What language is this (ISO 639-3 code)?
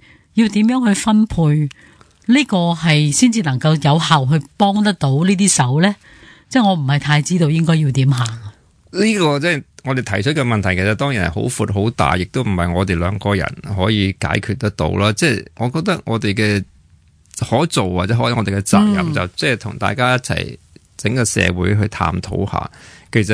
yue